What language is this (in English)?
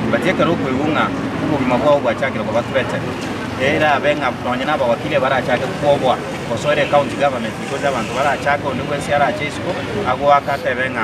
Gusii